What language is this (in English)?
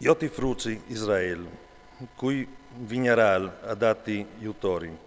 Friulian